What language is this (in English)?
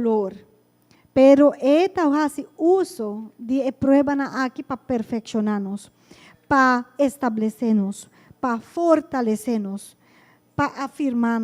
Papiamento